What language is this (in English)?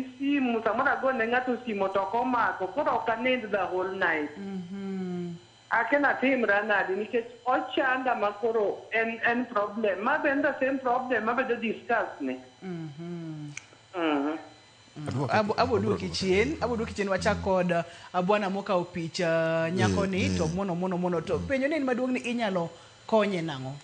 Luo (Kenya and Tanzania)